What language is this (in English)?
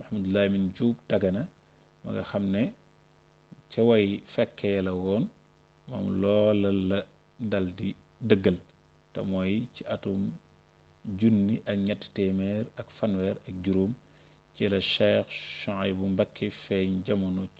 Wolof